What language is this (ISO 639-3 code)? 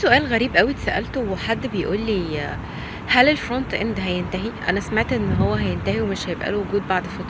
arz